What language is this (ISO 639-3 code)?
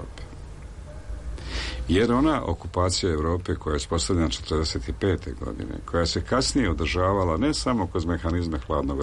srp